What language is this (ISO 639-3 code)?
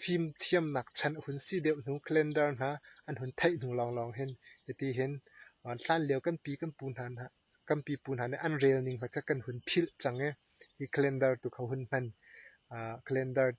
cnh